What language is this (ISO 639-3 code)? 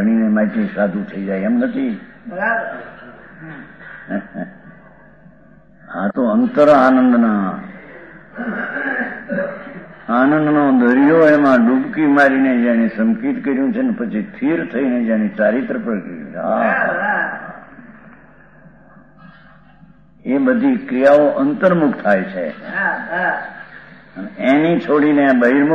guj